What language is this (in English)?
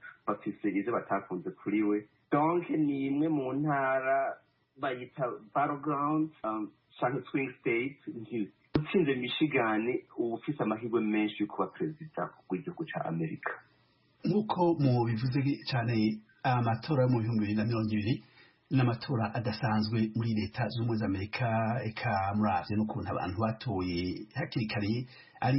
Rundi